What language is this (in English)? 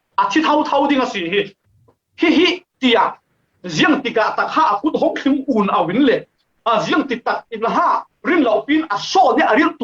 Falam Chin